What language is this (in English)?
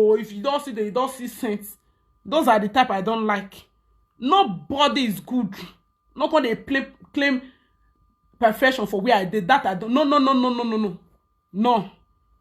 Nigerian Pidgin